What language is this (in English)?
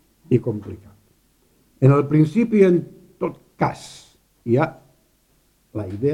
Catalan